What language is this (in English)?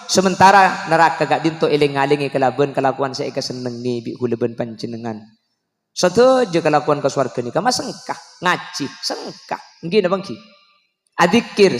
Madurese